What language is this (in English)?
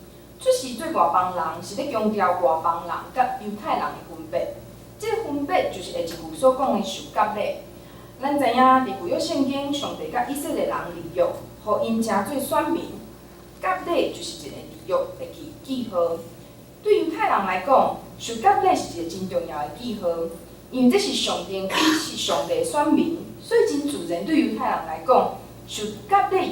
Min Nan Chinese